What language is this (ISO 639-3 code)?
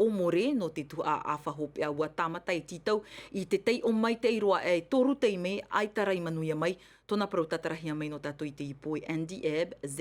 tah